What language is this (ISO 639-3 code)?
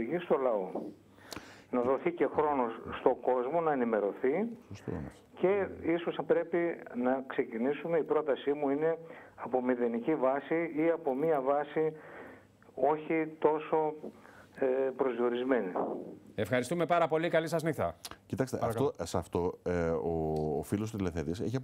ell